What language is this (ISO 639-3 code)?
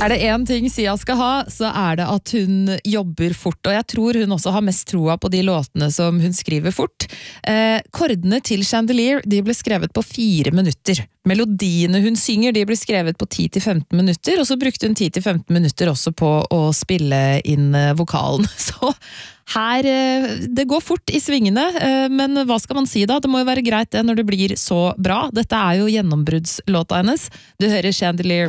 nor